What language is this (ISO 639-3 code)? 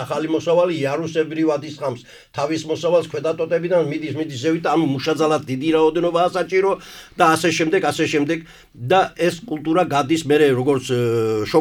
kat